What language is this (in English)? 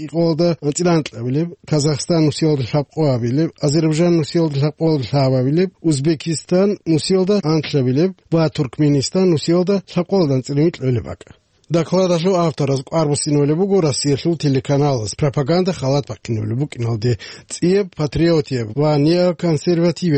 Avaric